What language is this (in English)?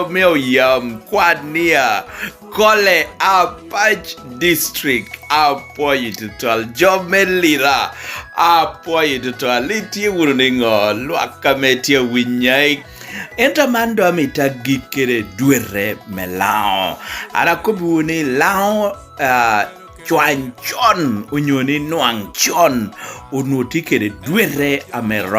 Lango (Uganda)